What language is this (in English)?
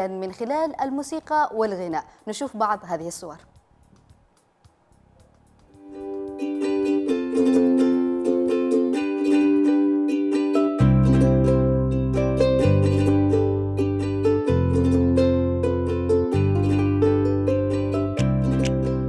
Arabic